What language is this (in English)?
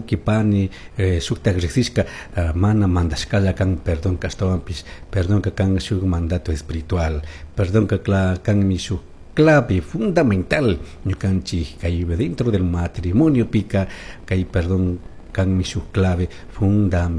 Chimborazo Highland Quichua